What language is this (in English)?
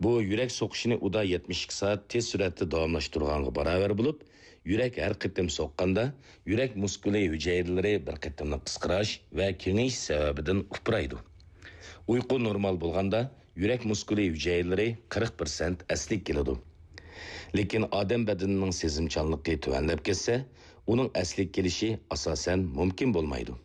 Uyghur